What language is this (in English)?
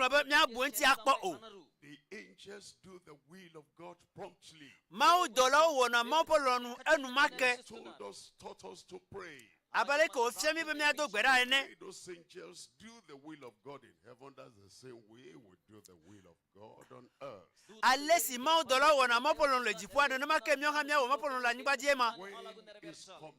Ewe